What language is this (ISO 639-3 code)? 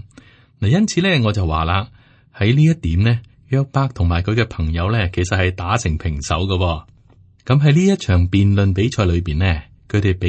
yue